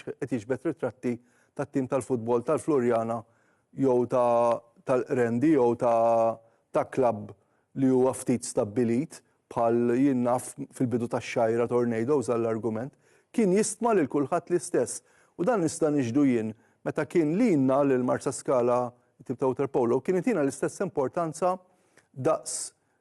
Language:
Maltese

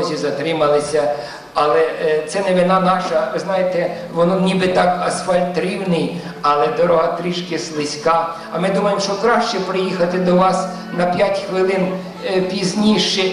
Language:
Ukrainian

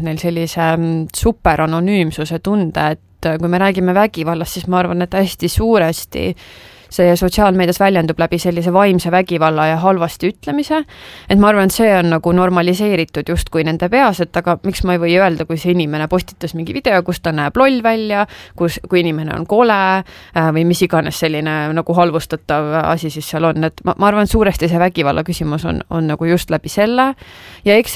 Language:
Estonian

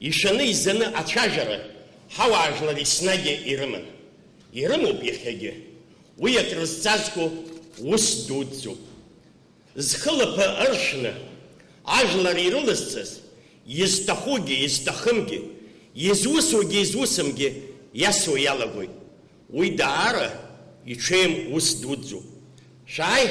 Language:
Abkhazian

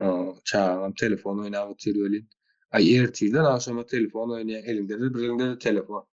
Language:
Turkmen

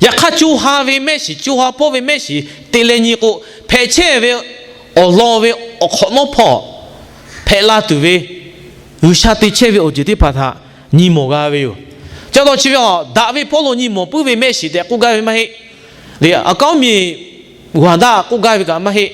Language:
Lahu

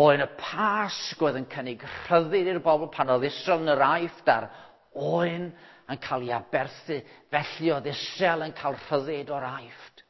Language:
Welsh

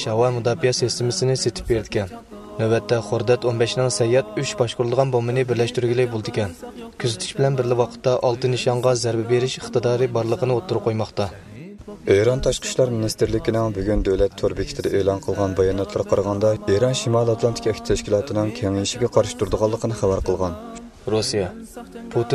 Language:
Uyghur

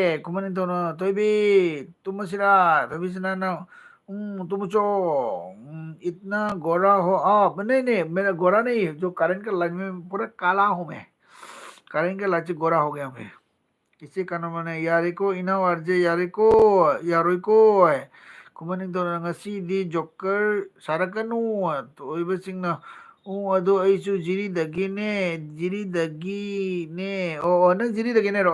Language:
Manipuri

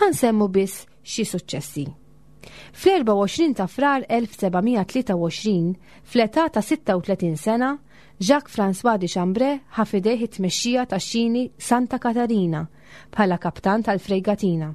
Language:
Maltese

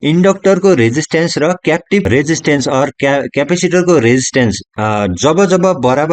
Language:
Nepali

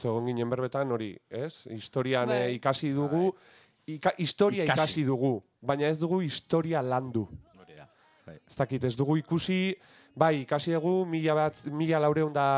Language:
Basque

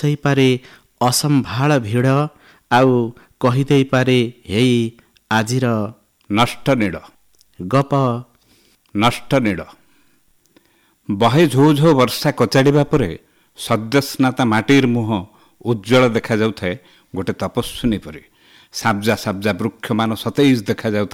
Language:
Odia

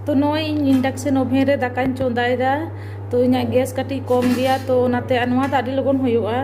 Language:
Santali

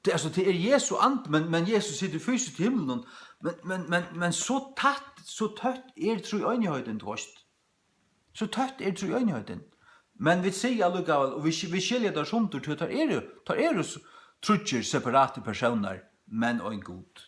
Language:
Faroese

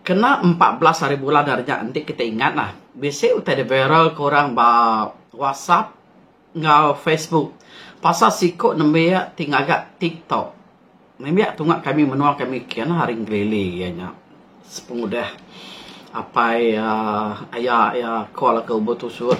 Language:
Iban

